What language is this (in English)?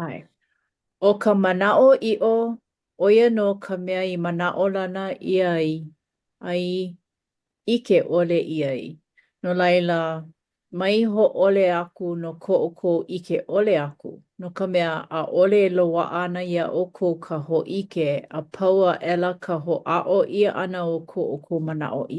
Hawaiian